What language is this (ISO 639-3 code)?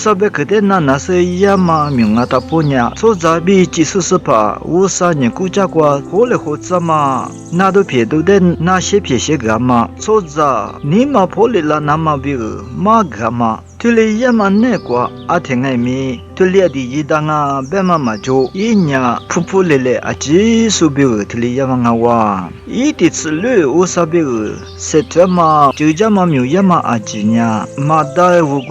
lis